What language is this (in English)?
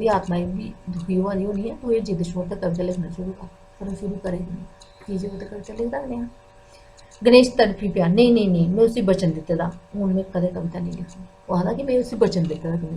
Dogri